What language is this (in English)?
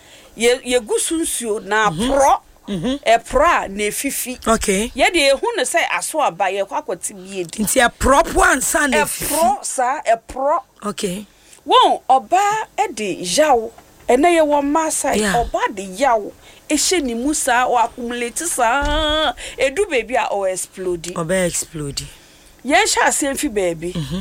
Akan